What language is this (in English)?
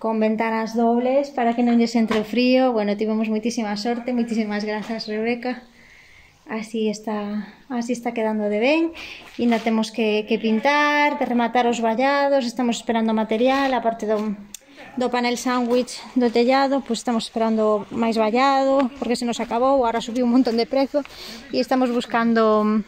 Galician